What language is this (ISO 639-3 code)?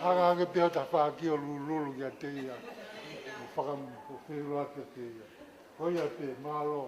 ton